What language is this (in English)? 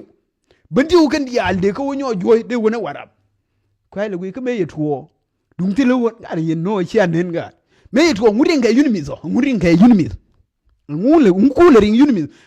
Nuer